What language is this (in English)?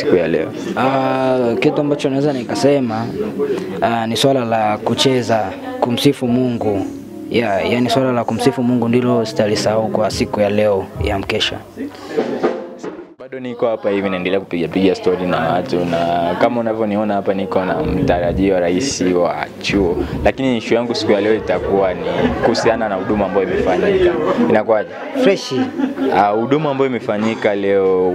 Swahili